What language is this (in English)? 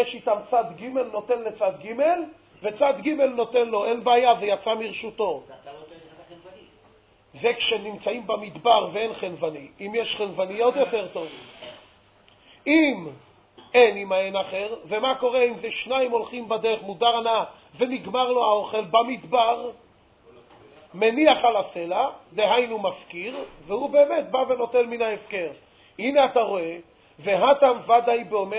Hebrew